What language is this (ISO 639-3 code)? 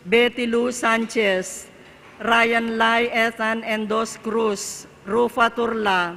pam